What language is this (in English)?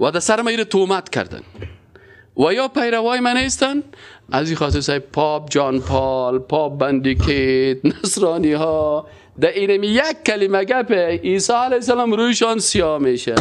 Persian